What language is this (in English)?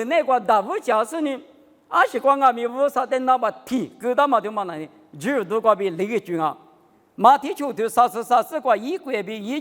Lisu